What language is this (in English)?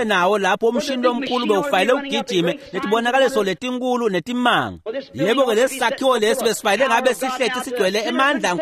Swati